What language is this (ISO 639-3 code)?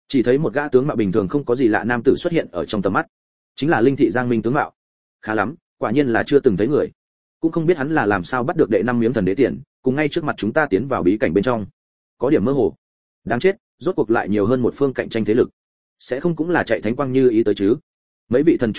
vie